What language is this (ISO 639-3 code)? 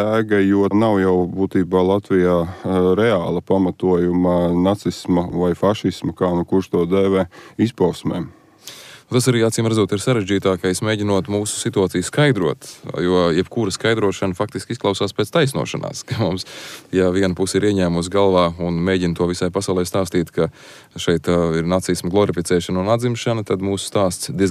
lav